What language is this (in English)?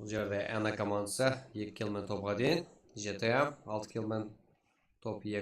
Kara-Kalpak